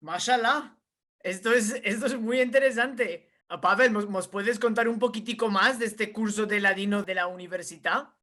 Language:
Ladino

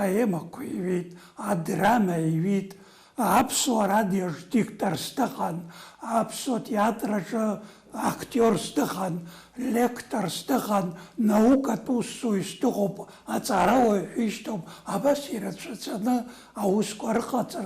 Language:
Abkhazian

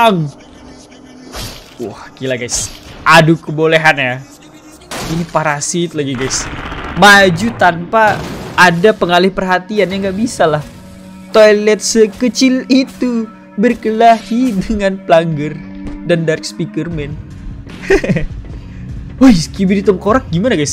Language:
Indonesian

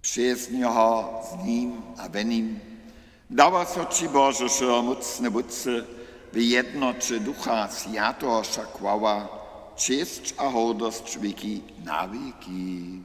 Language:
Upper Sorbian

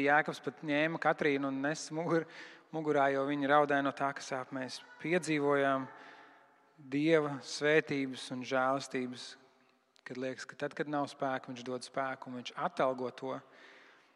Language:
Latvian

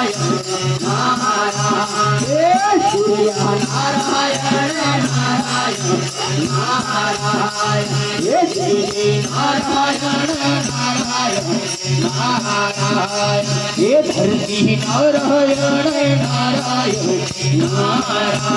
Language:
Hindi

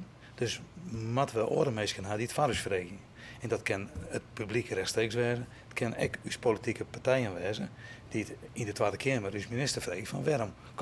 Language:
Western Frisian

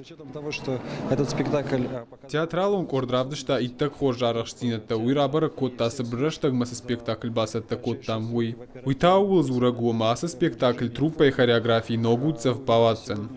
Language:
Ossetic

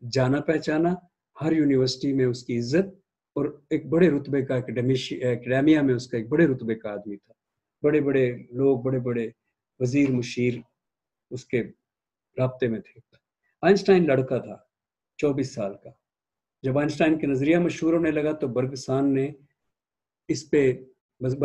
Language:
Urdu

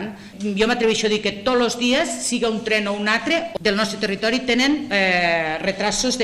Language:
Catalan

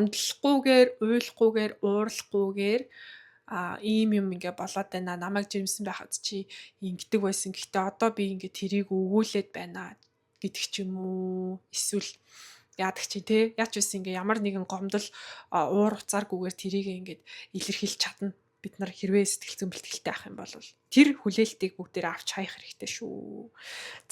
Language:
Mongolian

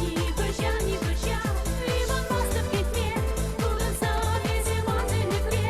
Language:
Chuvash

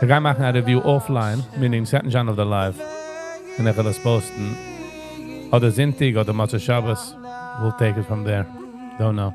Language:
Yiddish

